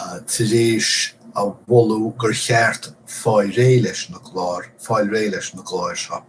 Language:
Irish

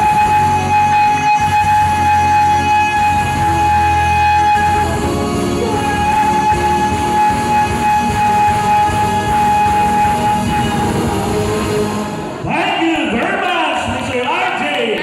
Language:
Filipino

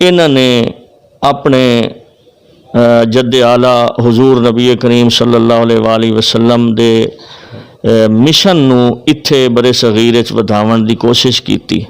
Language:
Western Panjabi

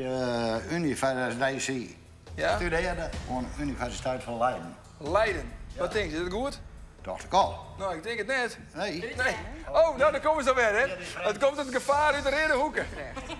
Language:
Western Frisian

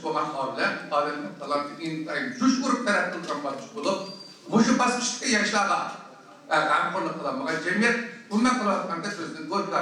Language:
Uyghur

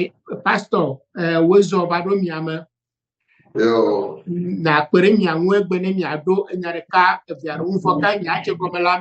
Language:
Ewe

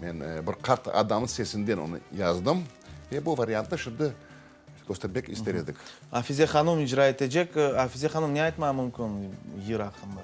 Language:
Crimean Tatar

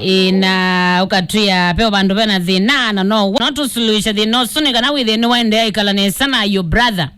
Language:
Kamba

